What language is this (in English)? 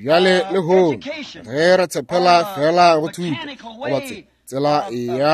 Northern Sotho